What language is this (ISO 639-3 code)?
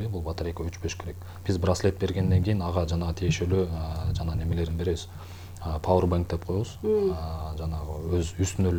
kir